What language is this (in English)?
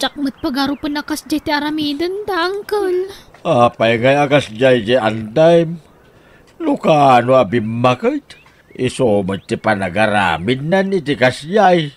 Iloko